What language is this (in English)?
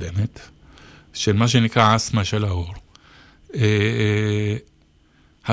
Hebrew